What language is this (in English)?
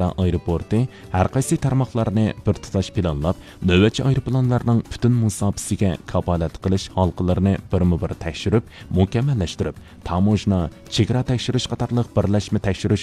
Uyghur